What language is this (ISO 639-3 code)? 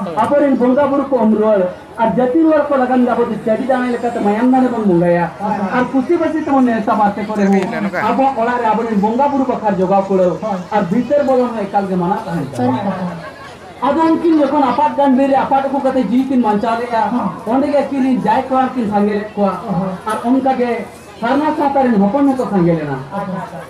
sat